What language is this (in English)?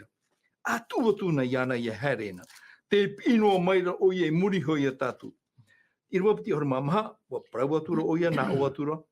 Tahitian